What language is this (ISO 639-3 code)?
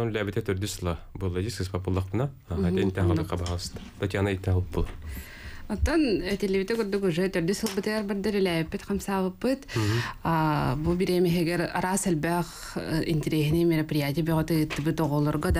sah